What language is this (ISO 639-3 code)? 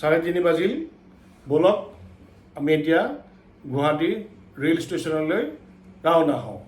asm